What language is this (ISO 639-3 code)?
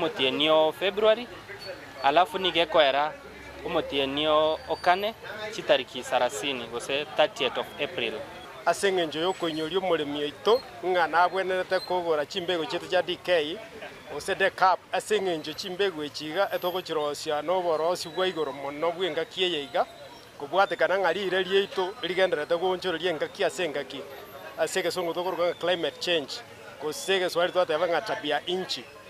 guz